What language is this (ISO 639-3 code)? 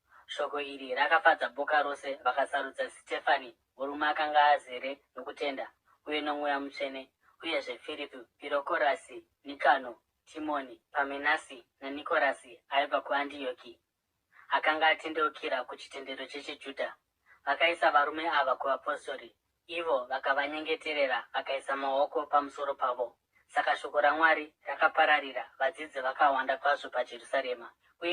sna